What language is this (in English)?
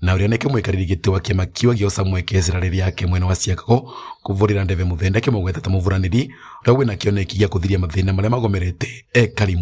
Kikuyu